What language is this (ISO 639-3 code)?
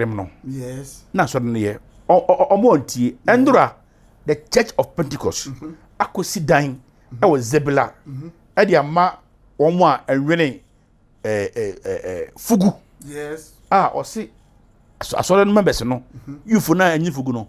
aka